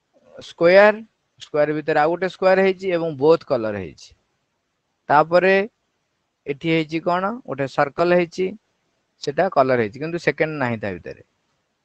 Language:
Odia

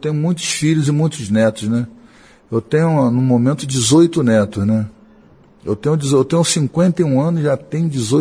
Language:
Portuguese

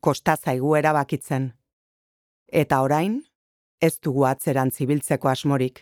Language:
Basque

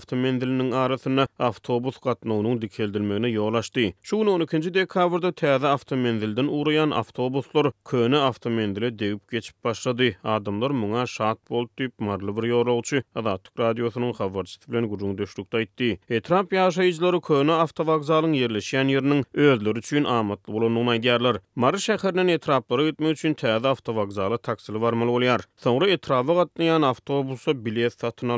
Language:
Turkmen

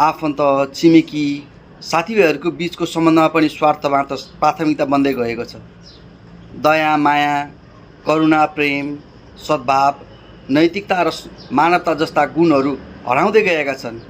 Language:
Nepali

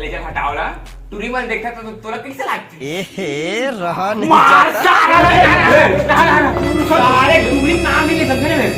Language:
Chhattisgarhi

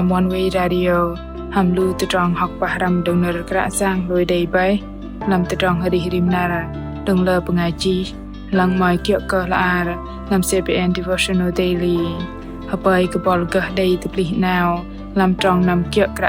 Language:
Bahnar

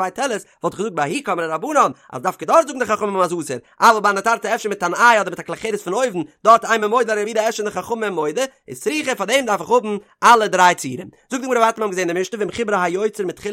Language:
Yiddish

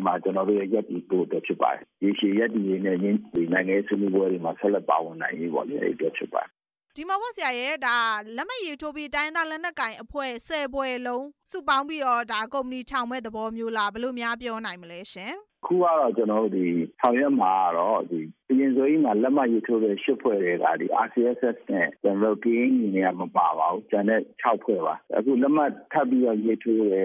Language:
Burmese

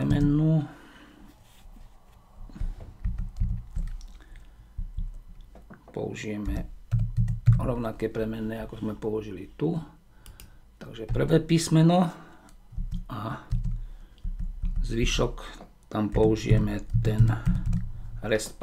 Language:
Slovak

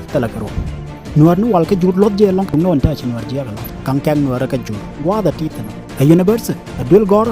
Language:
Nuer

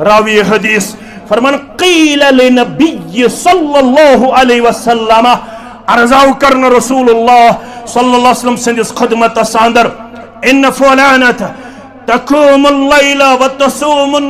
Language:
Kashmiri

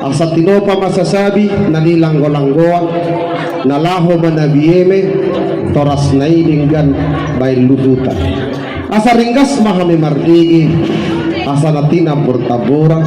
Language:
Batak Toba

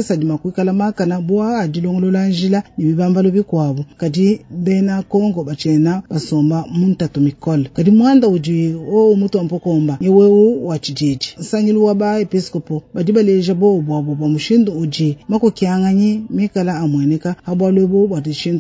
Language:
Luba-Lulua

